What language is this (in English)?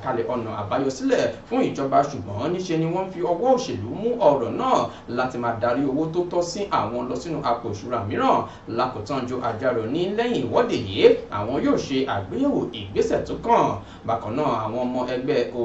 Yoruba